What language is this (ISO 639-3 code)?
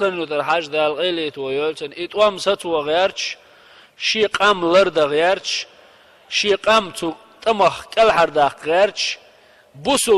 che